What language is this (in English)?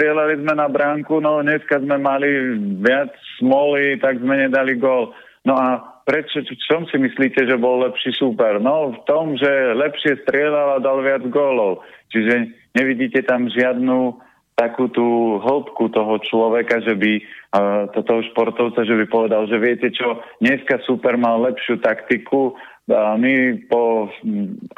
Slovak